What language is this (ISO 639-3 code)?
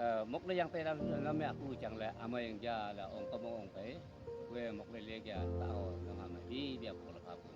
nnp